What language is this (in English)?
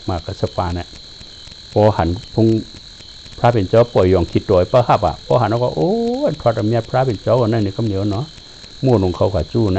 Shan